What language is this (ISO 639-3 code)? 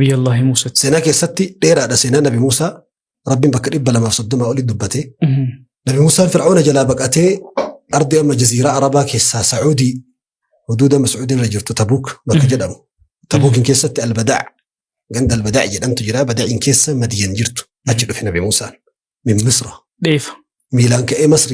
orm